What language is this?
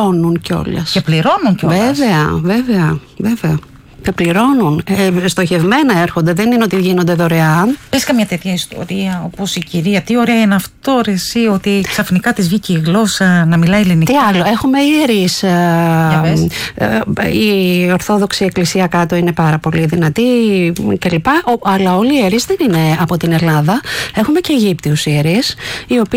Greek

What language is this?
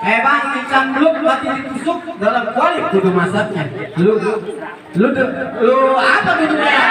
Betawi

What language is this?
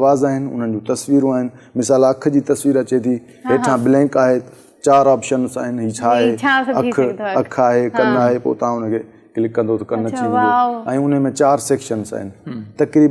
Sindhi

